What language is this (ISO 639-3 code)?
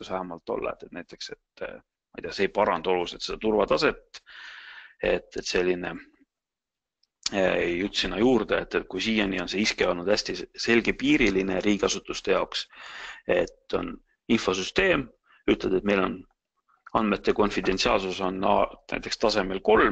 est